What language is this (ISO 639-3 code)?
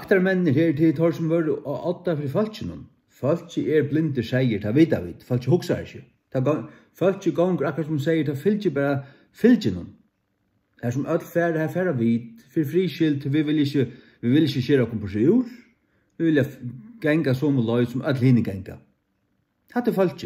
fao